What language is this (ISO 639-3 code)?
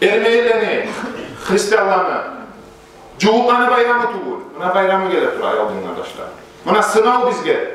kum